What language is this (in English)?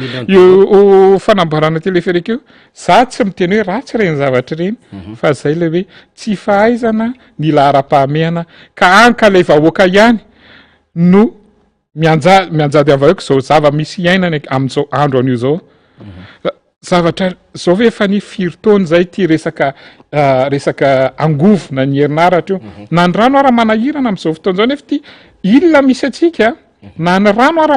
Malagasy